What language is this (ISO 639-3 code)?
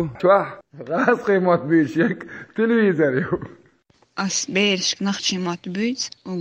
che